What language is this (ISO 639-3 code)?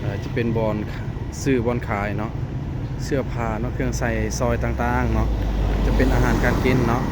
lao